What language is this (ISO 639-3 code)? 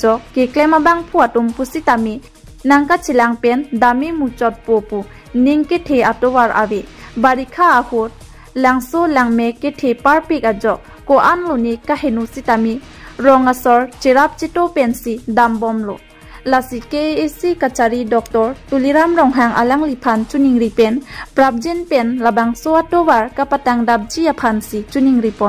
mjw